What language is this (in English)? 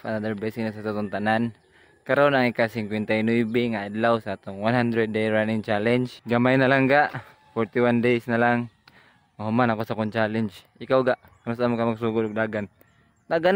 Cebuano